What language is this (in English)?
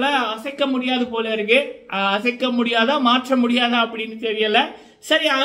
Tamil